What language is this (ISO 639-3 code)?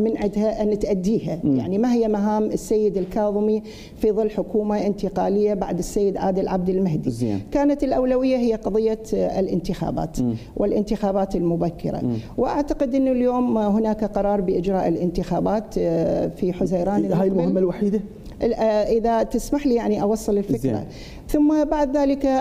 acm